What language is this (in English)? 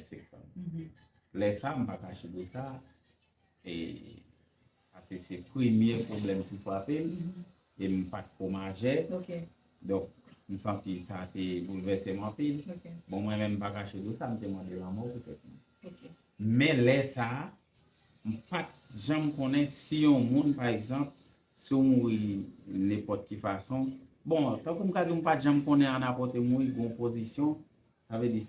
Haitian Creole